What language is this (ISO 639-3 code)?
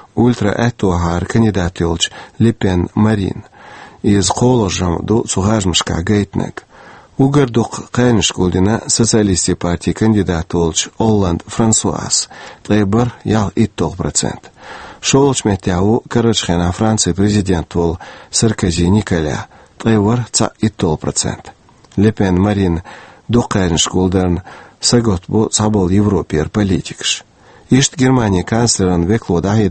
che